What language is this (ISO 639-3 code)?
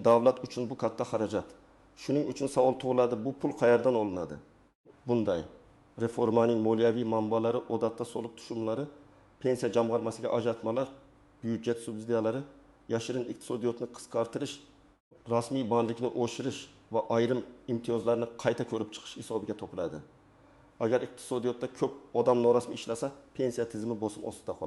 uzb